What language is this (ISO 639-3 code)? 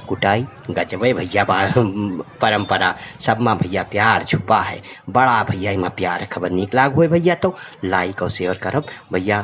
awa